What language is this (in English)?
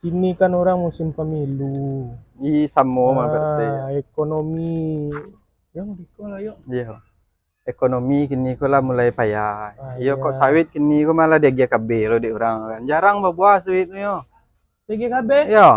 Minangkabau